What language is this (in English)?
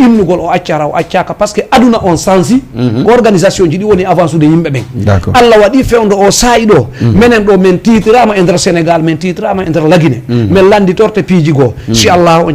Fula